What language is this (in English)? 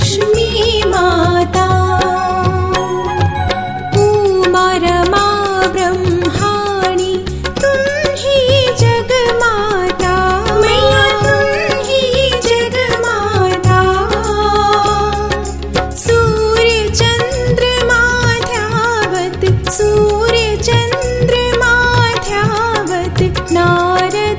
Hindi